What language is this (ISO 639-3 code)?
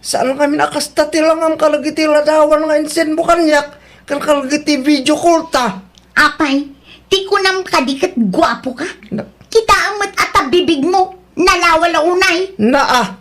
ilo